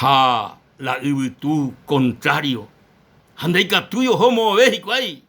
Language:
Guarani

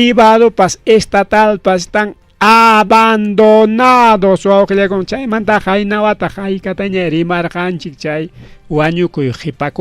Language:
Ayacucho Quechua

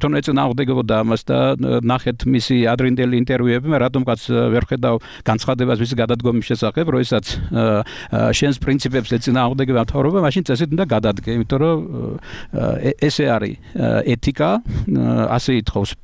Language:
Georgian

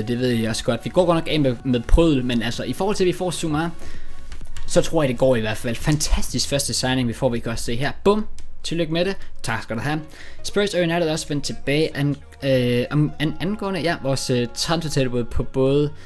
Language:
Danish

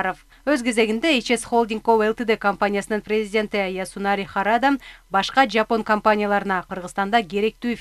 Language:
Kyrgyz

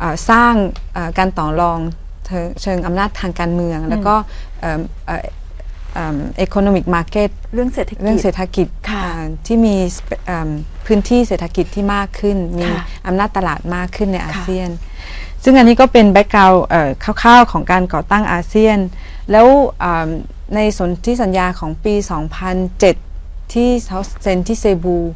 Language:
Thai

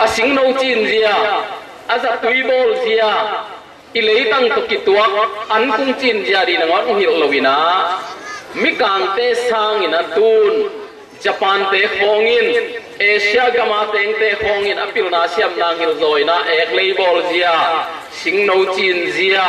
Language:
Tedim Chin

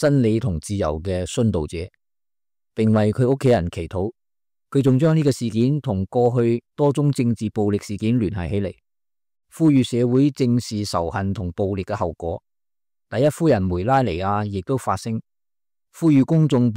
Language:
Cantonese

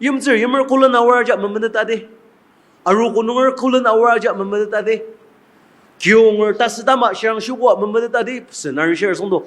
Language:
Ao Naga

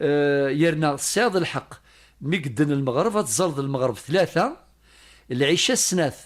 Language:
Kabyle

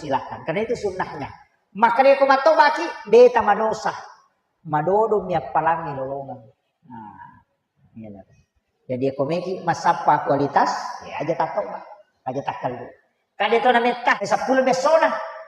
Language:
Buginese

